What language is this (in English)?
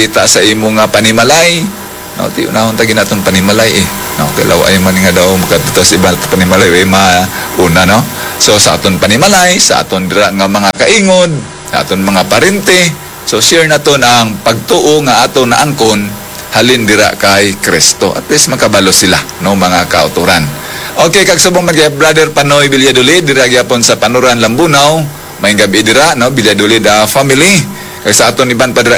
Hiligaynon